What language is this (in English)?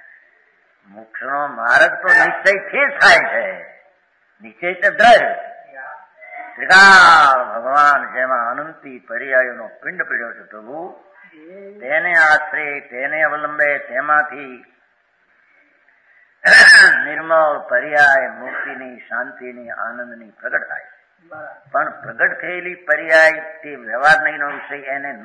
Gujarati